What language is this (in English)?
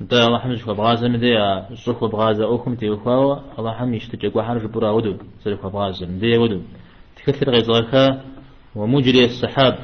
Kabardian